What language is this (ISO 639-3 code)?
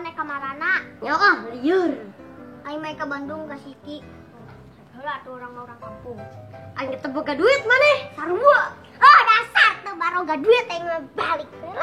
sun